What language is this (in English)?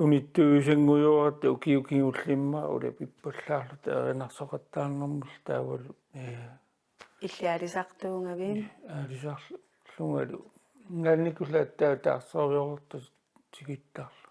Kalaallisut